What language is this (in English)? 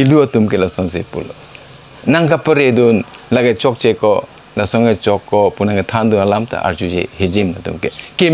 Karbi